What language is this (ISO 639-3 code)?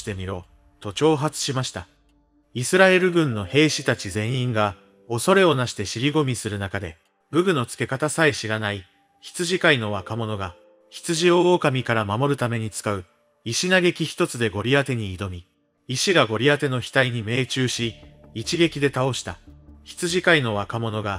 jpn